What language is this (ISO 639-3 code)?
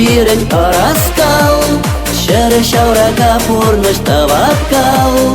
chv